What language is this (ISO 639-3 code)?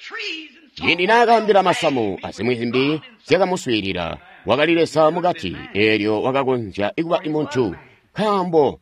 toi